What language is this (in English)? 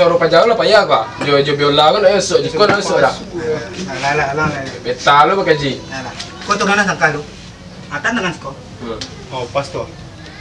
Minangkabau